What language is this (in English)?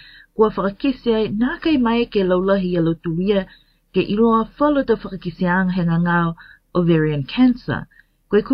Tongan